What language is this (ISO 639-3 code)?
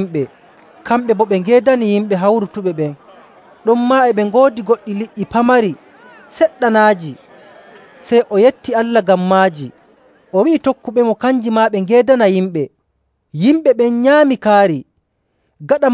fuv